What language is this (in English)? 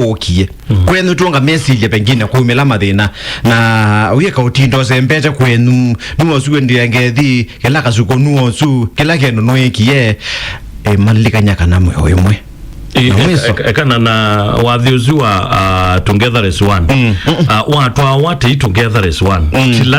Kamba